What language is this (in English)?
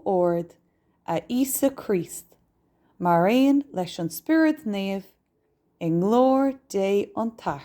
Irish